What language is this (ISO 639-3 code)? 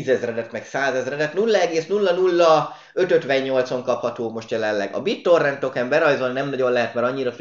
hun